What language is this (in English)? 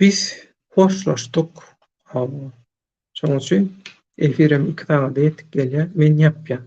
Turkmen